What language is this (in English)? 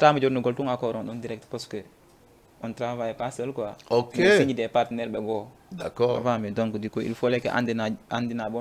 Fula